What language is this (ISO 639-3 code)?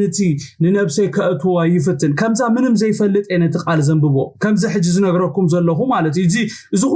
tir